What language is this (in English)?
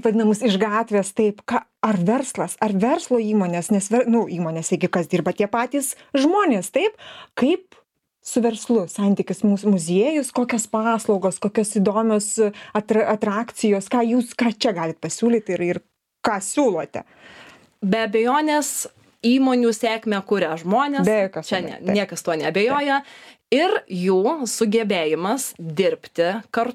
Lithuanian